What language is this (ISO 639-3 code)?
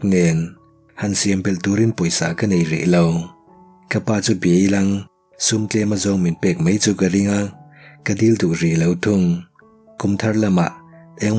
lus